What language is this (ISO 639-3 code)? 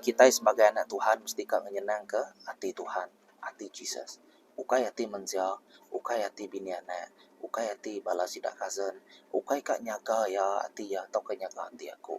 iba